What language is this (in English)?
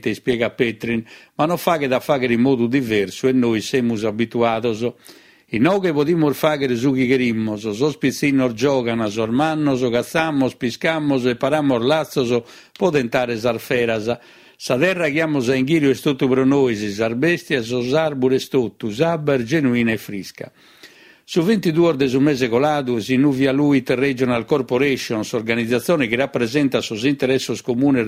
Sardinian